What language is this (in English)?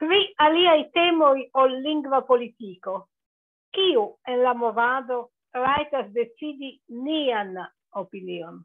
Esperanto